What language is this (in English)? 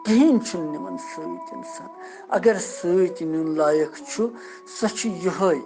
Kashmiri